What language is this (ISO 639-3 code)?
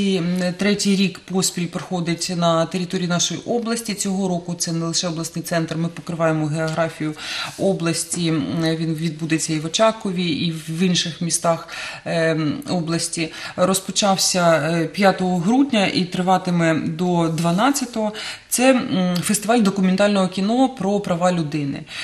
ukr